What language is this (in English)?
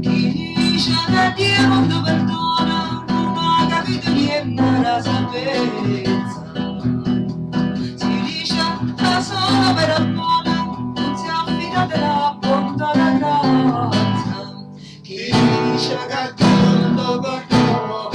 Neapolitan